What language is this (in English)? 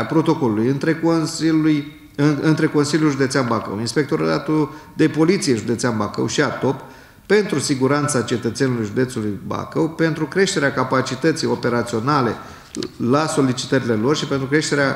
Romanian